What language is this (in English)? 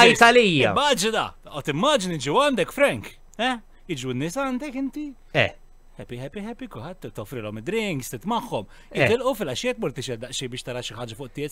Maltese